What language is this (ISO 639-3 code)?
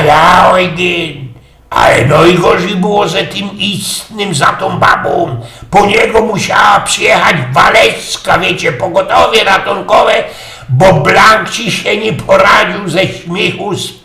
szl